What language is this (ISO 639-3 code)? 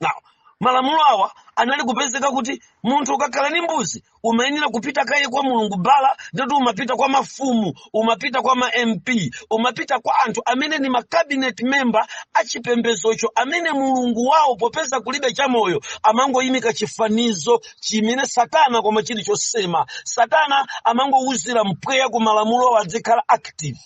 nya